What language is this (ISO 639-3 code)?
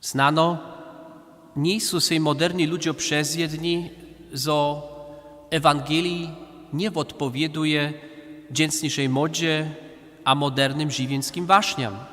hsb